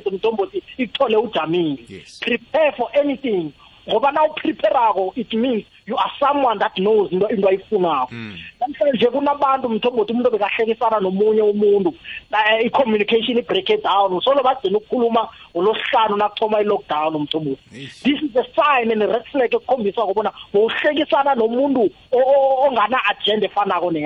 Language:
South Ndebele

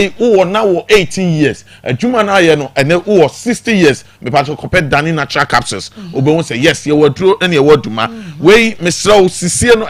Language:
Akan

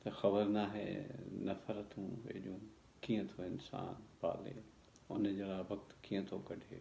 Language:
Sindhi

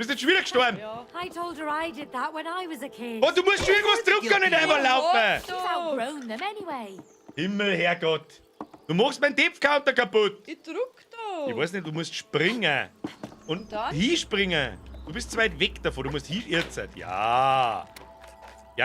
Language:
Bavarian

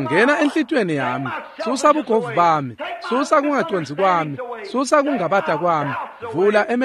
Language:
Swati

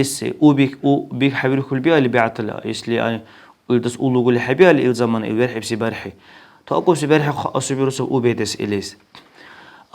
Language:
Dargwa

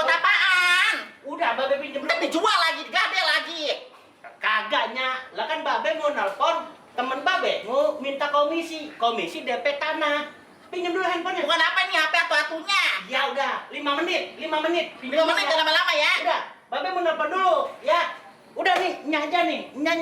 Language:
Betawi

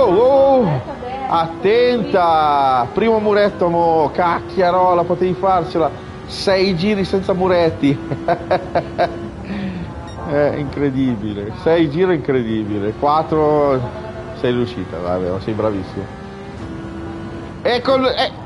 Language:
Italian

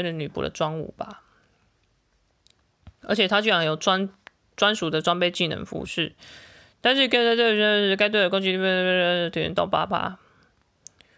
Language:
Chinese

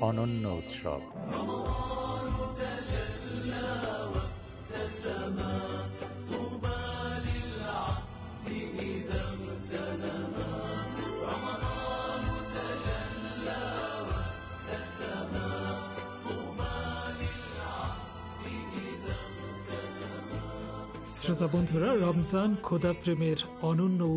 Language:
Bangla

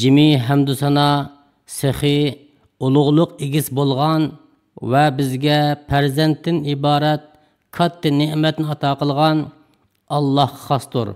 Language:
Uyghur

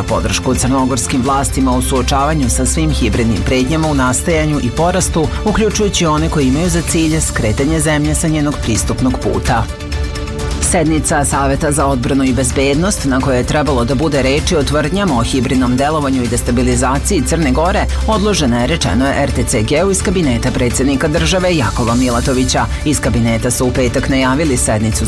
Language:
Serbian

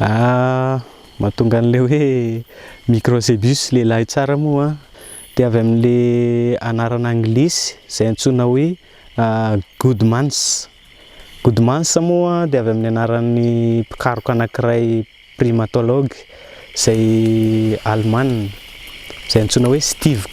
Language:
Malagasy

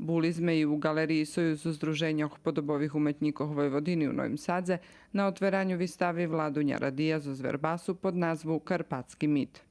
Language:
Rusyn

